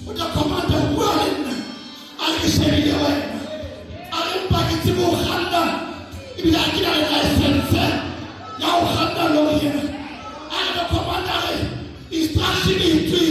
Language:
Southern Sotho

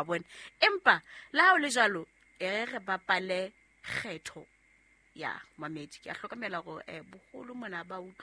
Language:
Southern Sotho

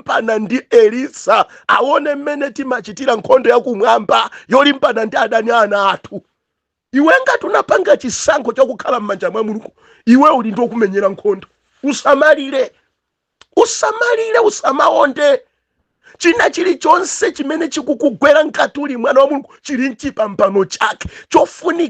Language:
Nyanja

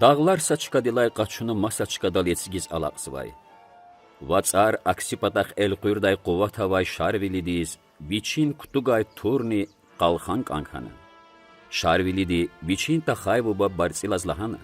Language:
Lezghian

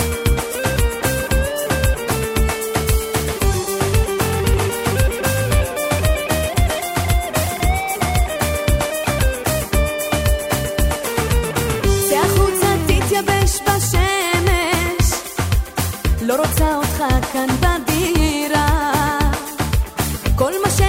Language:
Hebrew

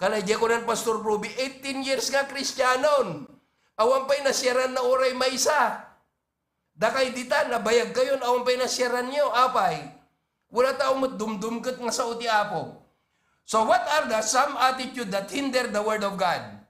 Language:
Iloko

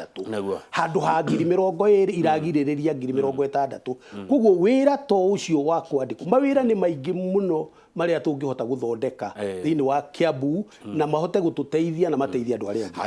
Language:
Kikuyu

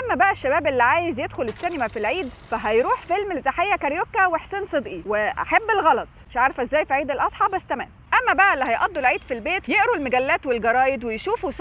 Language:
Egyptian Arabic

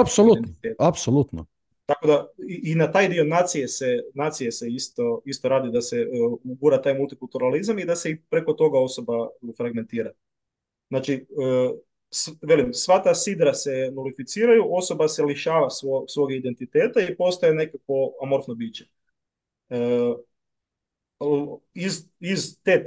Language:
Croatian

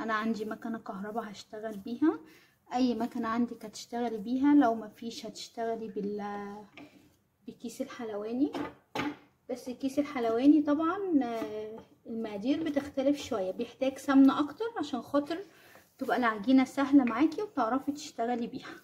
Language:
Egyptian Arabic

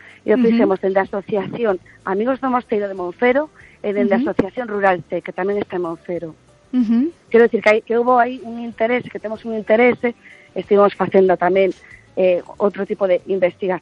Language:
Galician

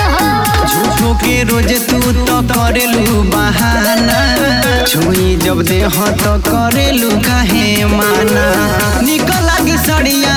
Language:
Bhojpuri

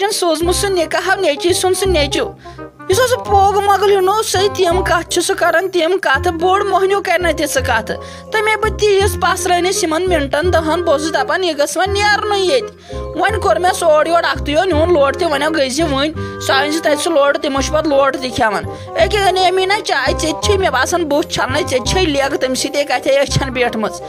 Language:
Kashmiri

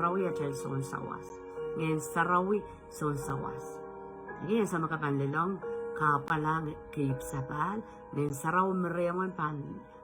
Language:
Pohnpeian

